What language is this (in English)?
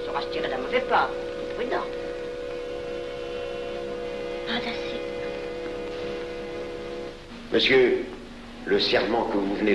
French